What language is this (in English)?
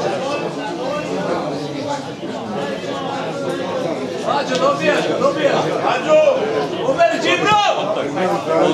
Serbian